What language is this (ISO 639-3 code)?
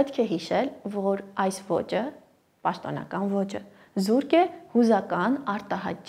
hye